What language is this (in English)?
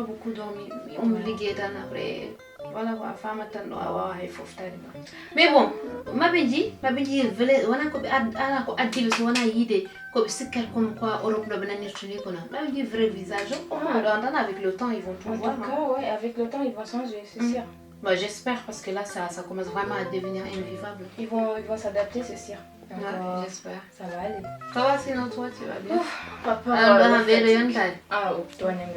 Fula